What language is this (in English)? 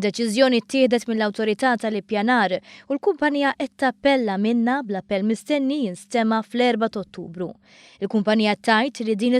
Maltese